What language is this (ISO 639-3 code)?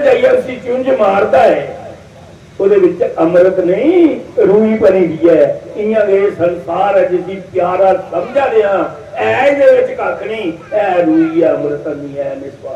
doi